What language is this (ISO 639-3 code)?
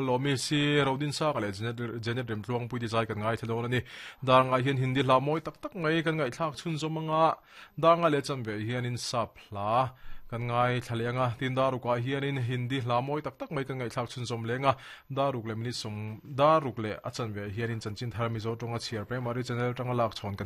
lus